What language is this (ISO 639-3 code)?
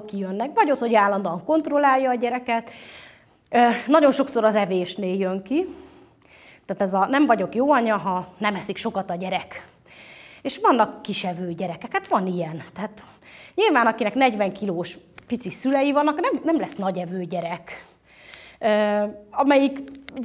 hun